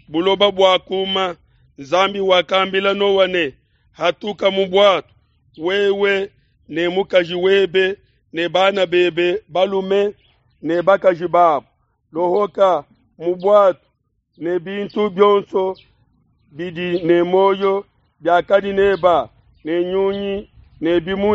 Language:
Luba-Lulua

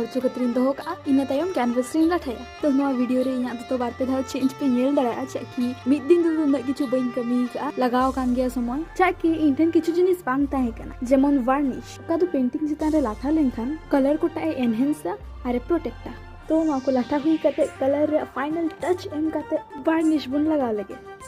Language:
Santali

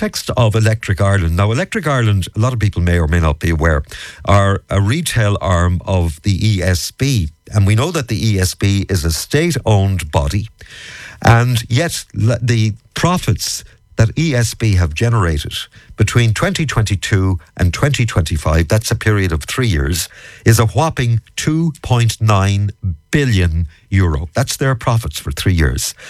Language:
English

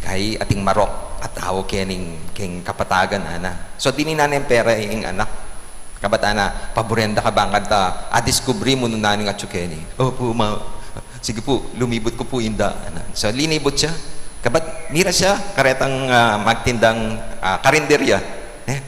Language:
Pampanga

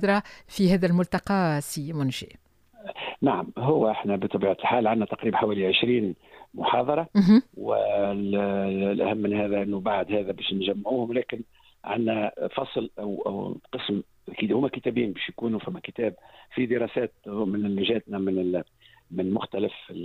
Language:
Tunisian Arabic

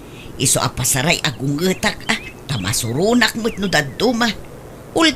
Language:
Iloko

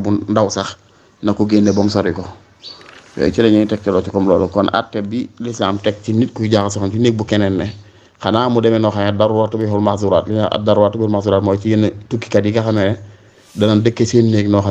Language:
Wolof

